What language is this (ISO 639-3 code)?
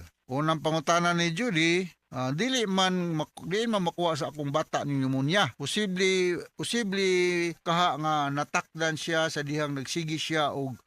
ceb